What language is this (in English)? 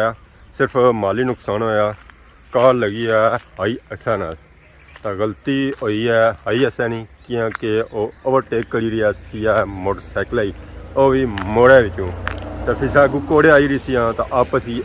Pahari-Potwari